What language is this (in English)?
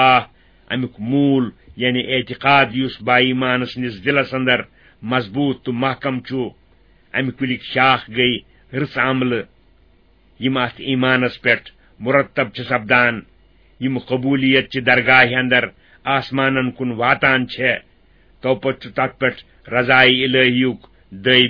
Kashmiri